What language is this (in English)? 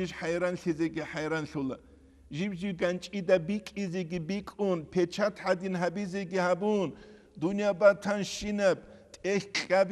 Avaric